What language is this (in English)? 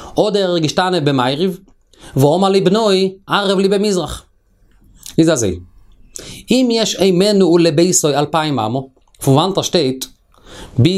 Yiddish